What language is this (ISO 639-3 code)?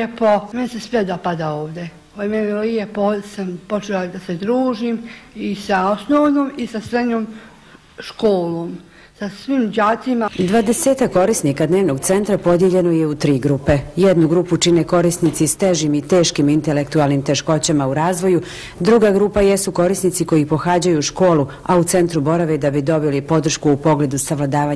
bos